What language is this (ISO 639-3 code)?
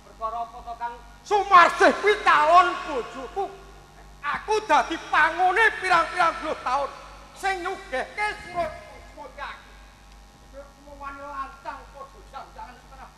jav